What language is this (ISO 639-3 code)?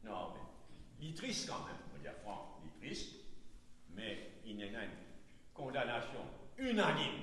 mfe